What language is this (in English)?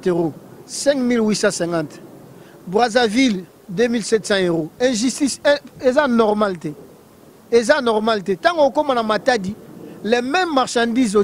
Lingala